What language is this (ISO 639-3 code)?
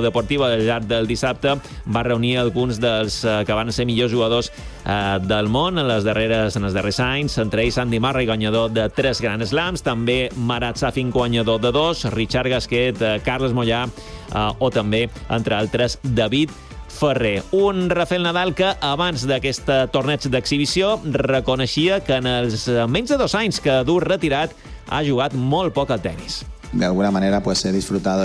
cat